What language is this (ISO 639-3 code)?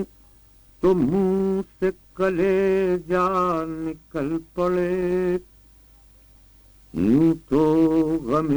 urd